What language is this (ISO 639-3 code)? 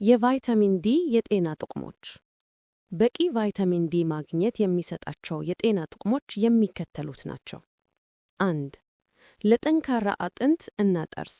amh